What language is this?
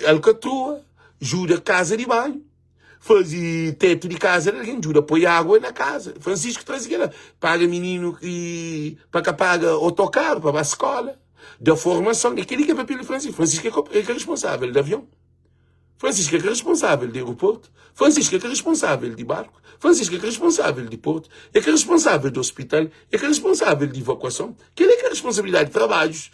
Kabuverdianu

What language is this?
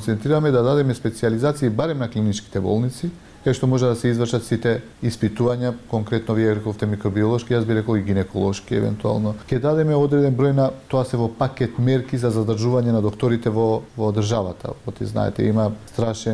Macedonian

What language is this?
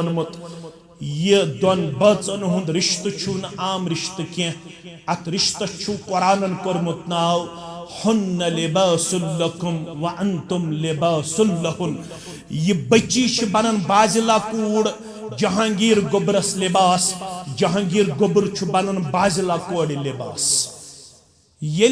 Kashmiri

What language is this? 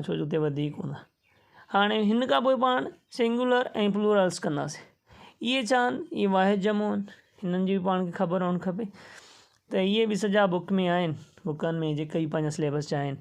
Sindhi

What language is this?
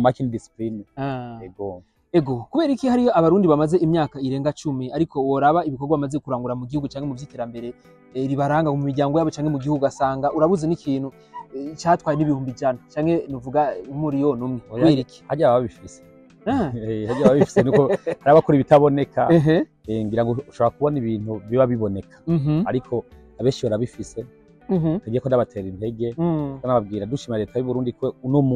Rundi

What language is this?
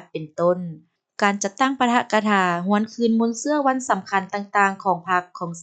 Lao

